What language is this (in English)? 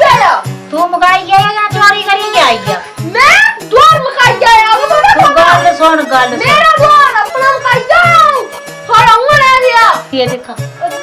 Dogri